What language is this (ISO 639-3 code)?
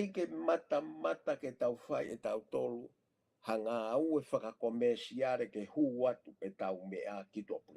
ton